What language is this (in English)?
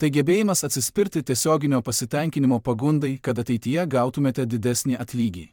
Lithuanian